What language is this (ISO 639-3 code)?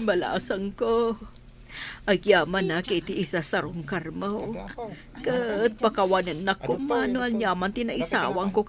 ilo